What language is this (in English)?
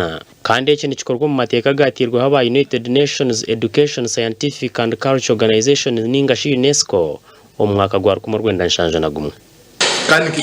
Nyankole